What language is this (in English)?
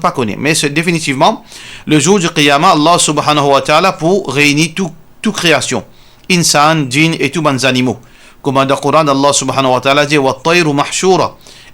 Morisyen